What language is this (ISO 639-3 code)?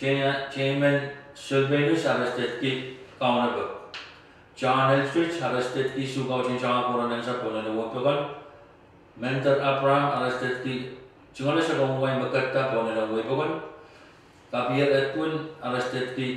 pon